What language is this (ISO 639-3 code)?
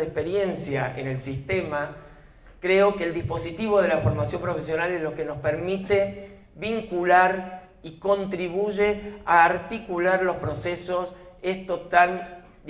spa